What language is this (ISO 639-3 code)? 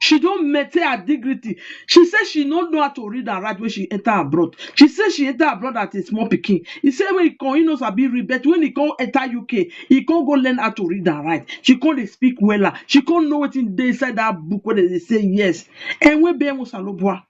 pcm